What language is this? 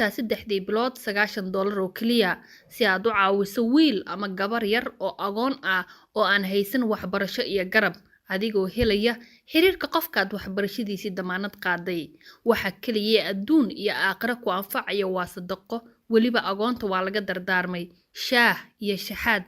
Somali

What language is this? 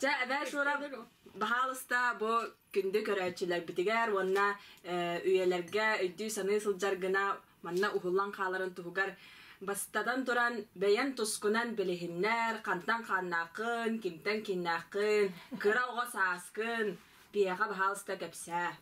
Yakut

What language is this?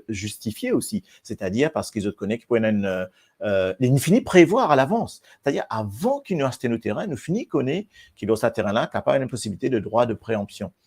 Morisyen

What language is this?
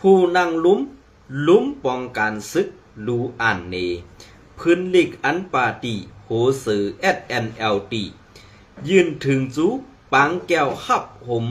Shan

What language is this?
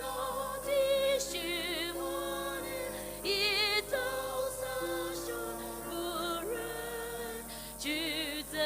Poumei Naga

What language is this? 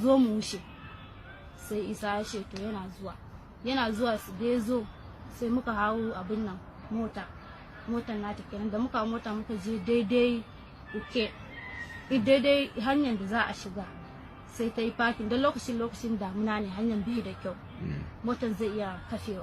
Hausa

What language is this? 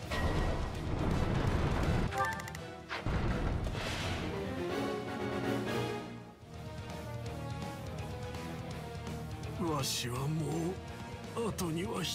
Japanese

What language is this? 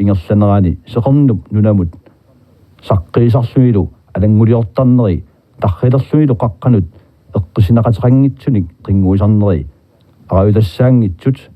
Kalaallisut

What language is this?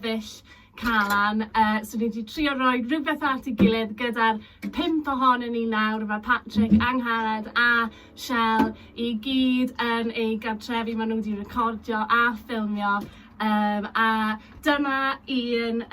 Welsh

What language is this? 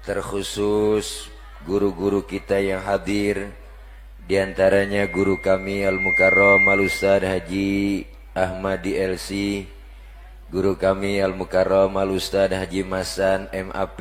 Betawi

